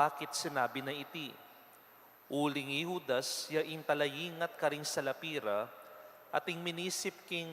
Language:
Pampanga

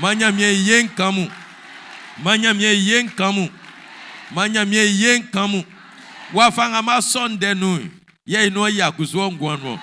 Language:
Baoulé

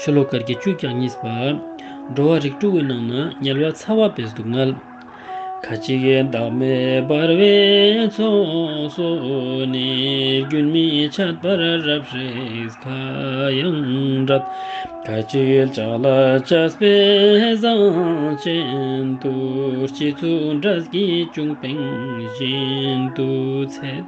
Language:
Ladakhi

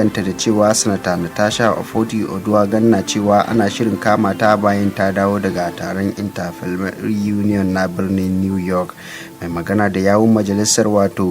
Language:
Hausa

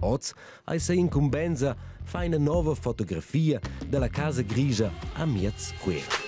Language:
Romansh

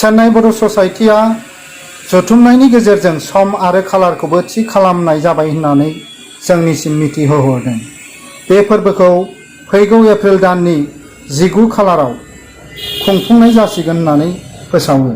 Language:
Bodo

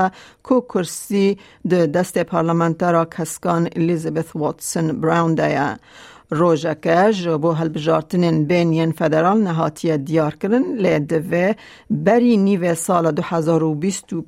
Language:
Kurdish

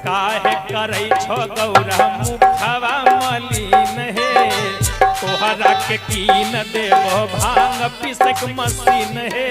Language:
Magahi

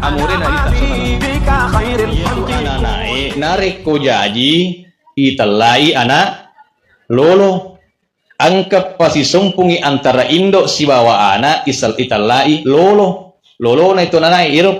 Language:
Buginese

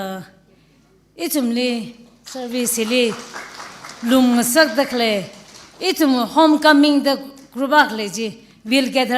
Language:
Tangkhul Naga (India)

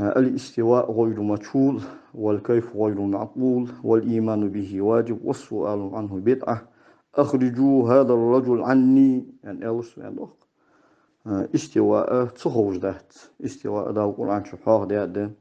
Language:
Ingush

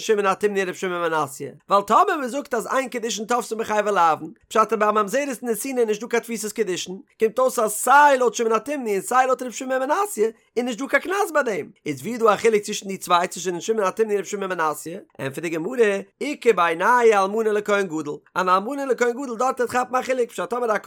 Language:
Yiddish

